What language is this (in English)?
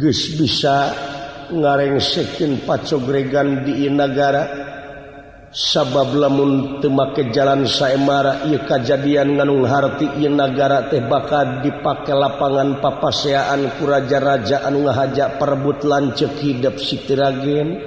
Sundanese